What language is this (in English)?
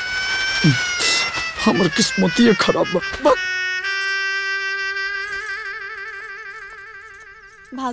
Bhojpuri